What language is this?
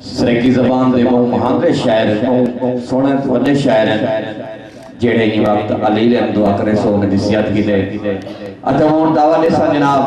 Saraiki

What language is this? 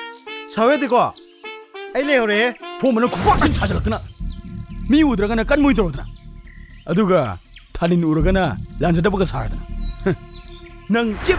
Manipuri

